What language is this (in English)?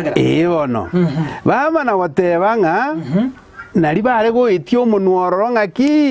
Gusii